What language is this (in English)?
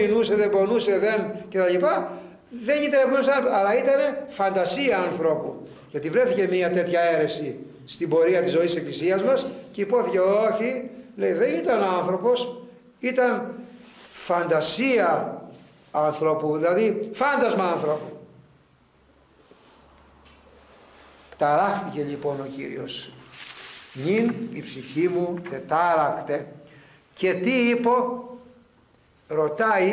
Greek